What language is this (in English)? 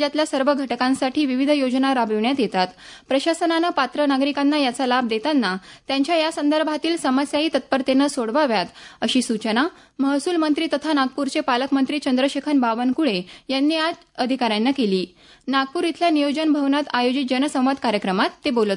Marathi